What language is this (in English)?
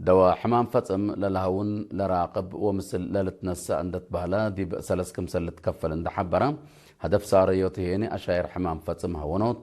Tigre